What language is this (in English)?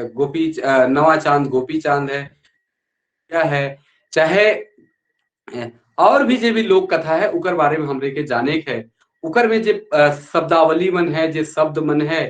Sadri